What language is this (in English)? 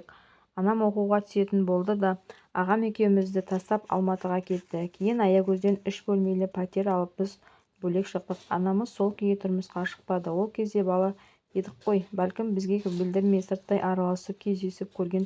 Kazakh